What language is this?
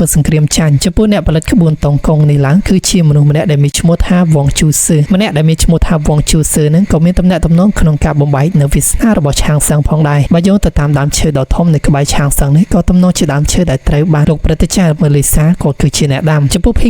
Khmer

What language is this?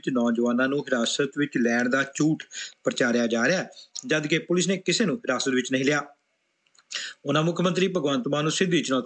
Punjabi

